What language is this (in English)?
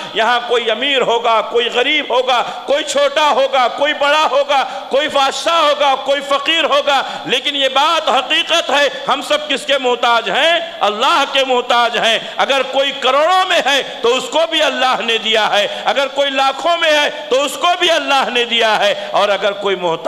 Urdu